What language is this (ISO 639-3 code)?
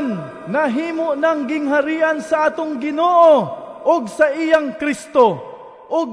ceb